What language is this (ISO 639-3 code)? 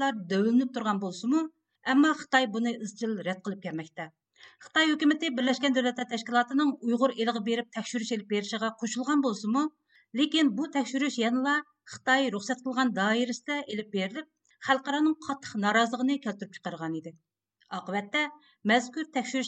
uig